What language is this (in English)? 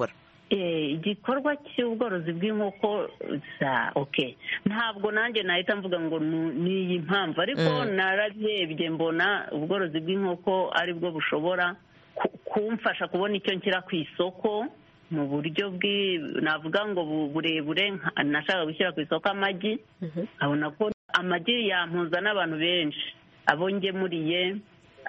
Kinyarwanda